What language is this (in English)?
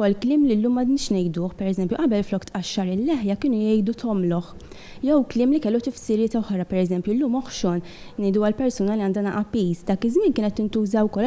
Maltese